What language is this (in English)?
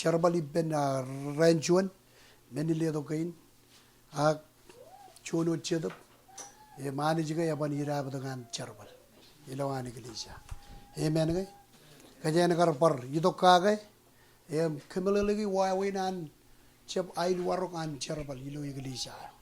Marshallese